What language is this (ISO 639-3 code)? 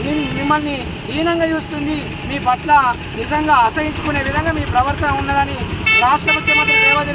tel